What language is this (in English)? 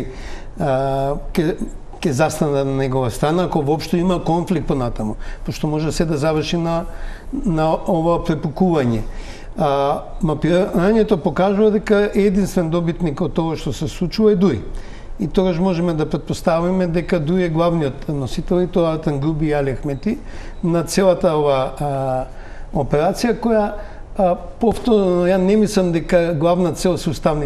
Macedonian